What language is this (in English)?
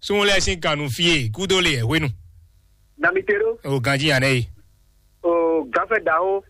Fon